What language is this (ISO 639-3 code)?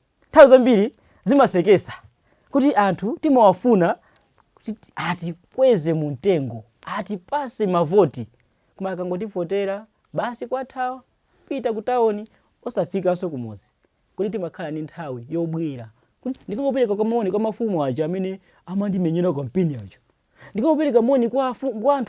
nya